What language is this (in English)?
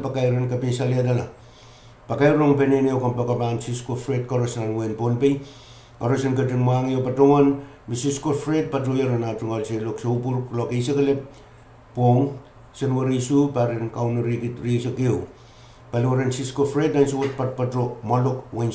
Pohnpeian